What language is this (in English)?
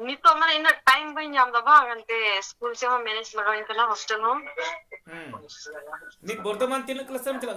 Santali